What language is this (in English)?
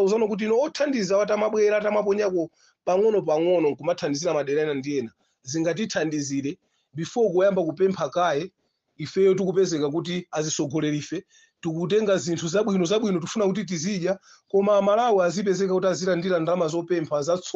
Nyanja